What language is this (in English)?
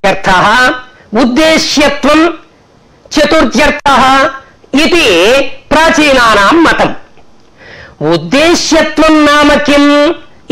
Sanskrit